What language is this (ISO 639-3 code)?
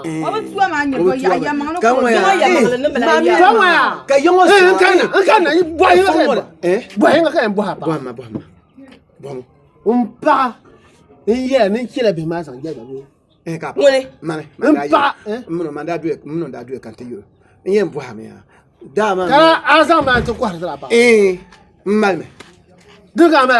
dag